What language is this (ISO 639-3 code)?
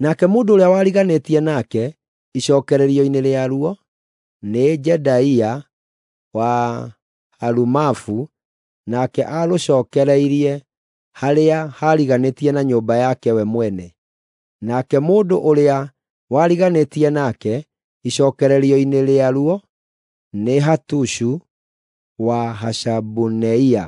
kik